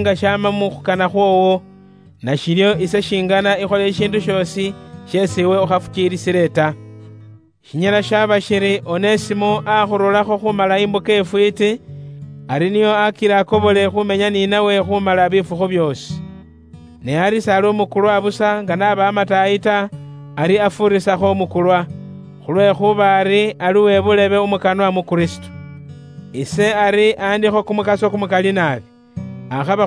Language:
Luyia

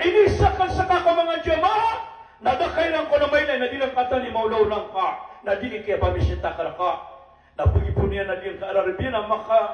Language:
Maranao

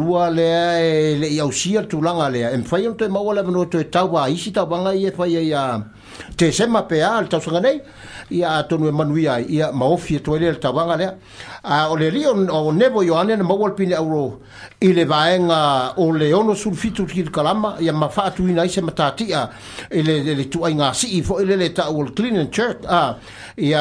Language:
Samoan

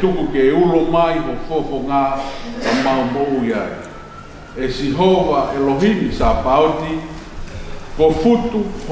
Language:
Tongan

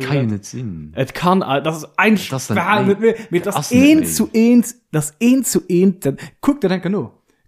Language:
Luxembourgish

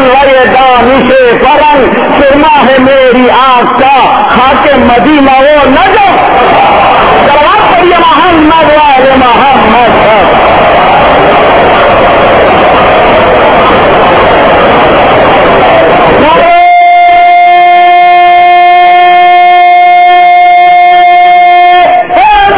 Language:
Urdu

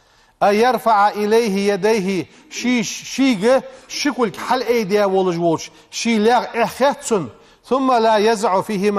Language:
Ingush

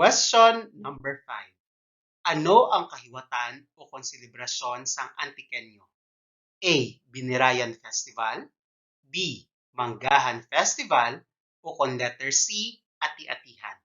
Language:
Hiligaynon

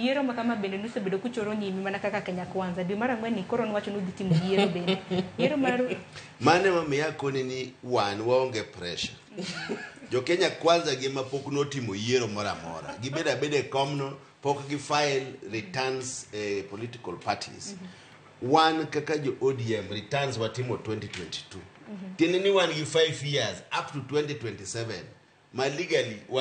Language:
Luo (Kenya and Tanzania)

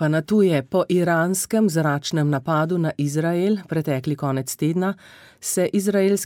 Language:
Slovenian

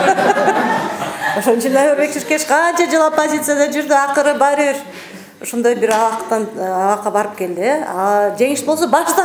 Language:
Kyrgyz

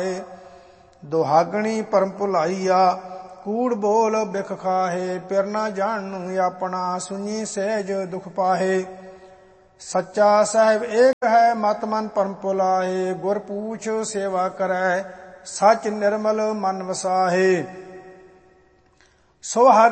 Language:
Punjabi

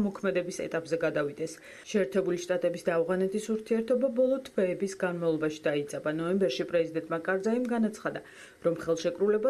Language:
Georgian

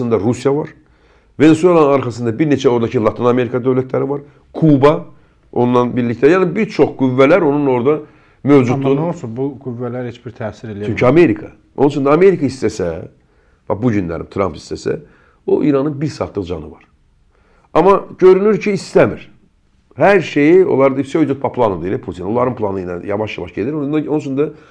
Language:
Azerbaijani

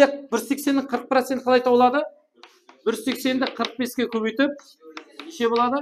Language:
Kara-Kalpak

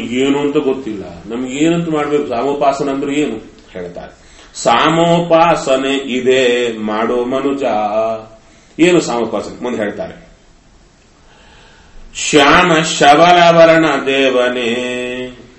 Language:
Kannada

